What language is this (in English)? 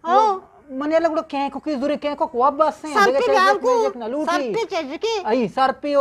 Eastern Balochi